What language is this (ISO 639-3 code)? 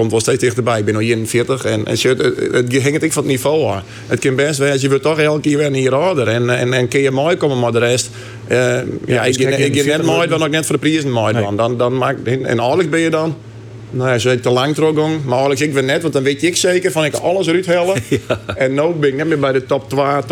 fry